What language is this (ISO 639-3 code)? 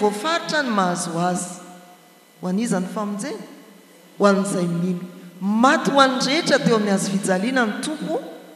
mlg